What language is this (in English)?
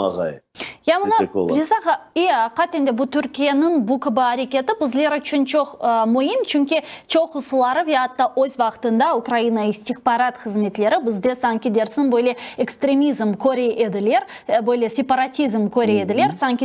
Crimean Tatar